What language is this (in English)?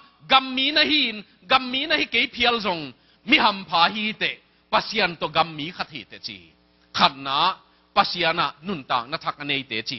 Tedim Chin